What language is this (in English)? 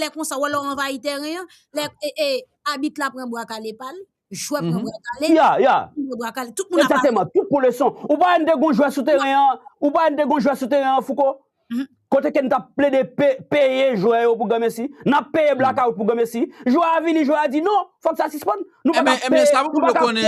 Haitian Creole